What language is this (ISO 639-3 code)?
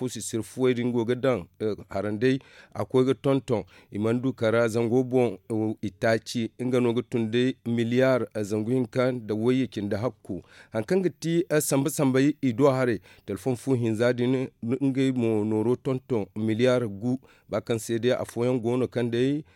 dje